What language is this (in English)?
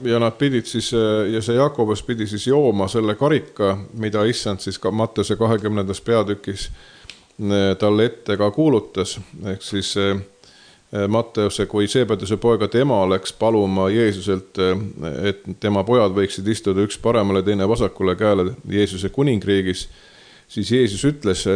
Estonian